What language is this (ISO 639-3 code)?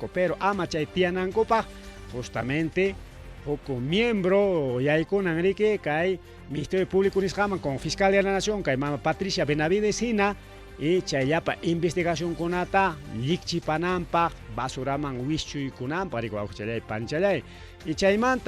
quy